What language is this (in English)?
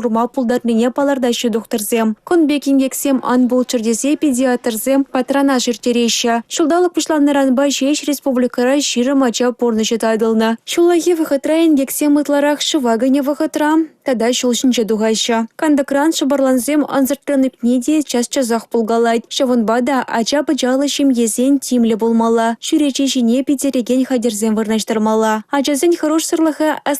Chuvash